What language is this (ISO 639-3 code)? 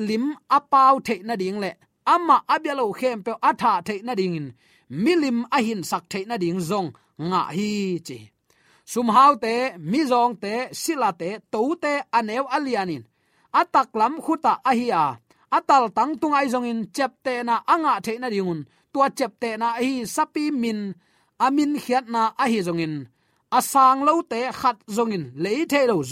ctd